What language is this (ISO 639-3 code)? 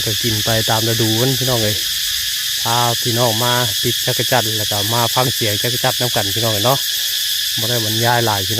tts